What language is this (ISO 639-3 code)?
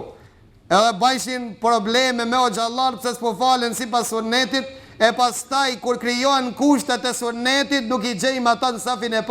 sqi